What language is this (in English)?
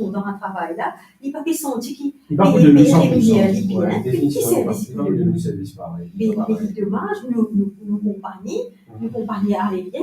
Morisyen